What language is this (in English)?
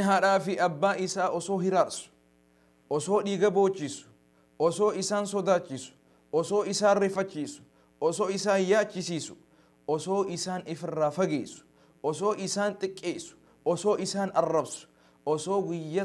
Oromo